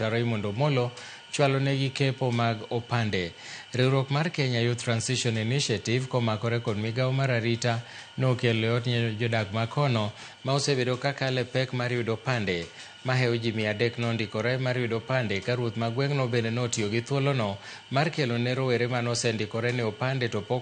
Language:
Luo (Kenya and Tanzania)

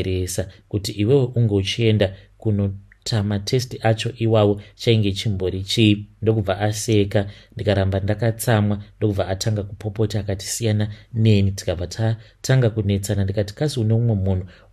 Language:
Shona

